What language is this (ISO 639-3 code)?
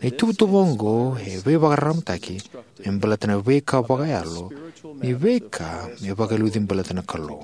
fij